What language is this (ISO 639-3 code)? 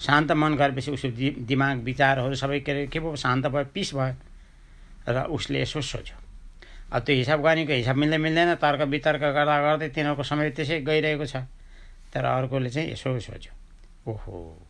nep